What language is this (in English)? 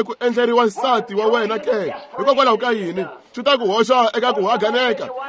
Tsonga